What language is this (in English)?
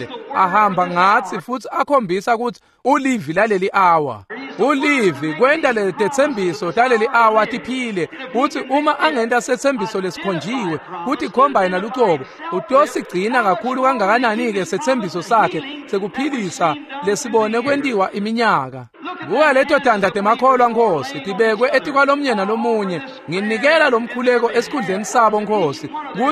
Swati